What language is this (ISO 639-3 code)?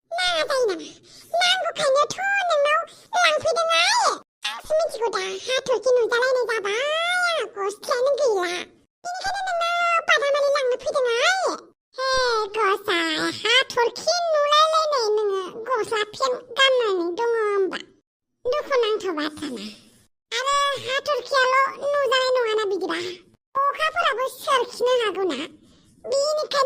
brx